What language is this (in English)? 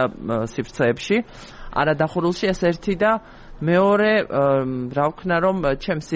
Georgian